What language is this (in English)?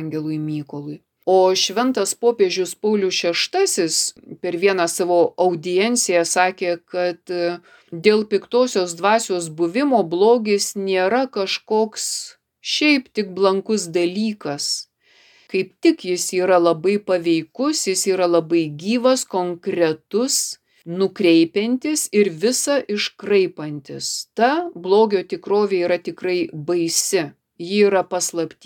Lithuanian